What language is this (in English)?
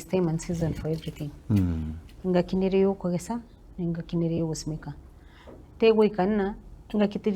Gusii